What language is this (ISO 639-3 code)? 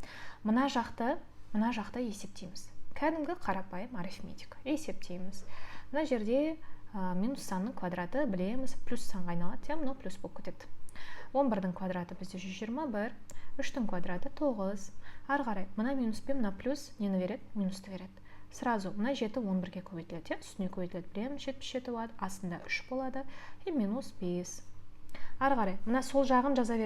kaz